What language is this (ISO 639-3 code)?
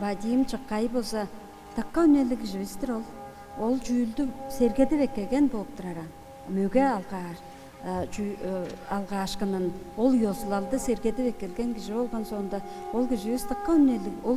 tyv